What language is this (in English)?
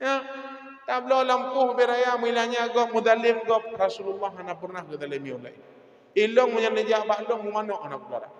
Achinese